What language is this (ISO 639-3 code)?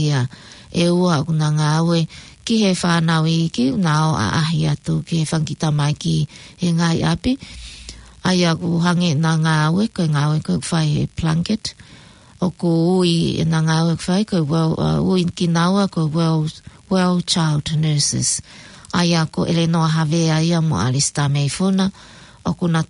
ton